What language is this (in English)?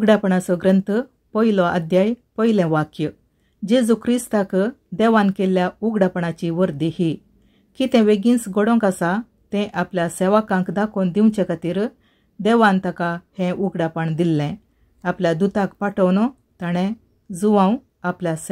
Konkani